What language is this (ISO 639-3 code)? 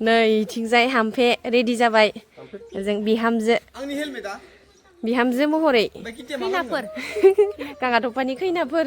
brx